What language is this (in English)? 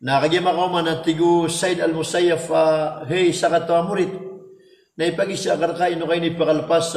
Maranao